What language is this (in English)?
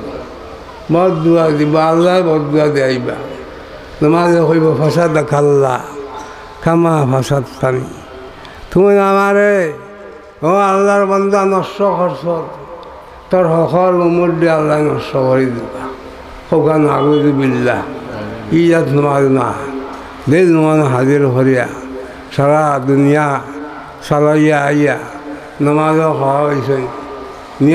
Sylheti